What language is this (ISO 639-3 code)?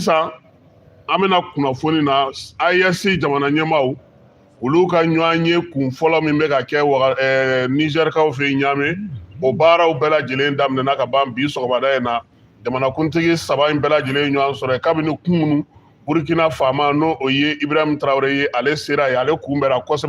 bam